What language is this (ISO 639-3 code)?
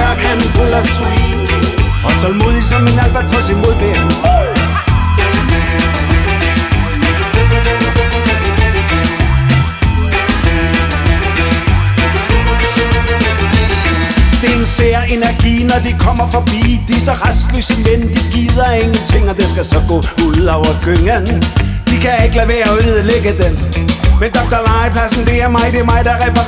dan